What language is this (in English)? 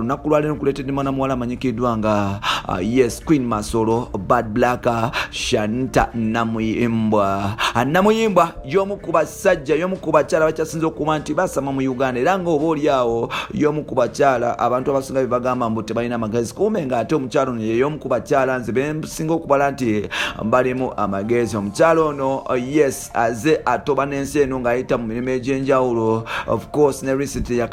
Ganda